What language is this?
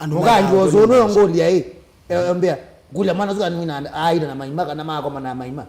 Kamba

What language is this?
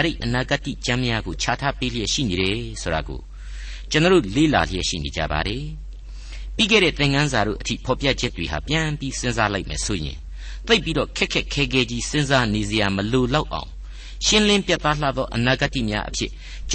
Burmese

